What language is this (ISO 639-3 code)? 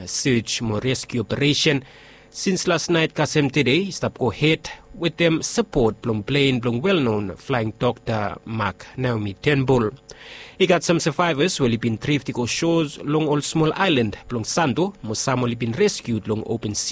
bis